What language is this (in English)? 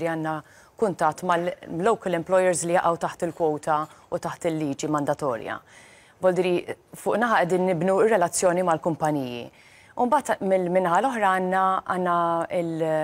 Maltese